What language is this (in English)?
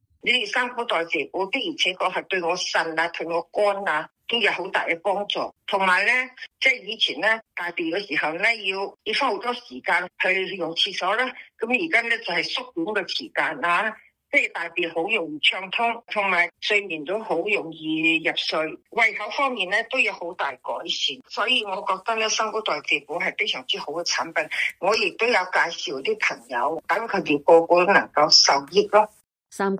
Cantonese